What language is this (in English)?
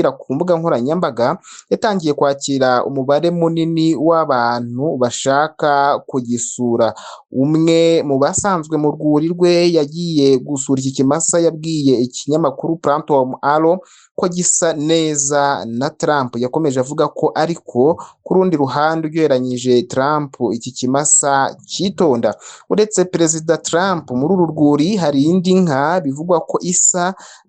Kinyarwanda